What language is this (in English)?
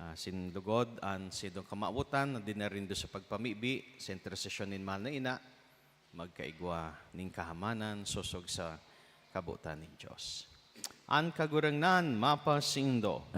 Bikol